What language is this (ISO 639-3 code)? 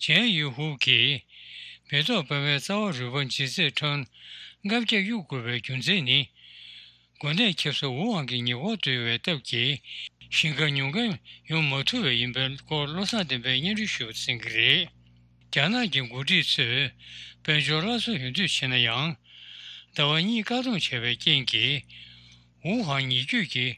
bod